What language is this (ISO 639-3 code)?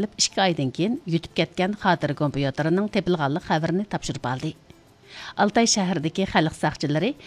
uig